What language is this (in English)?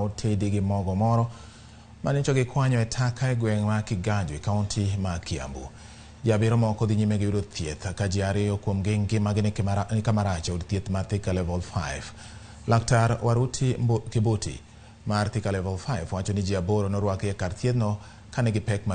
Luo (Kenya and Tanzania)